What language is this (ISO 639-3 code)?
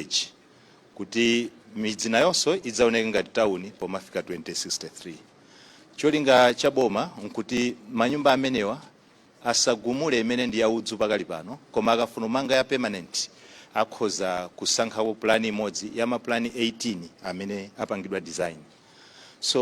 nya